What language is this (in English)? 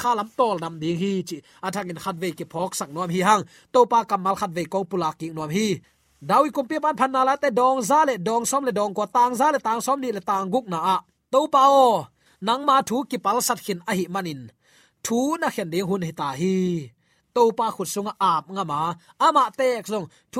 Tedim Chin